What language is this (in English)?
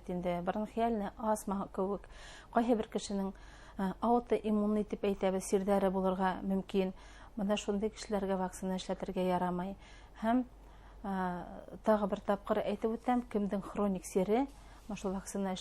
Bashkir